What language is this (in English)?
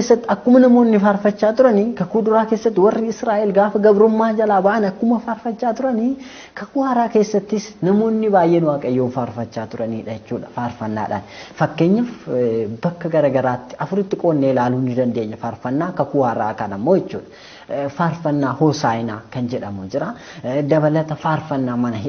Oromo